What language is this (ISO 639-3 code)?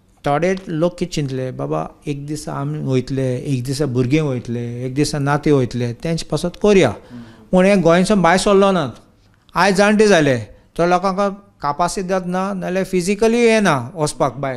kok